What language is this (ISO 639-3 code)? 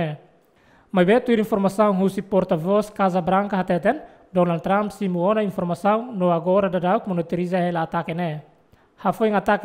tet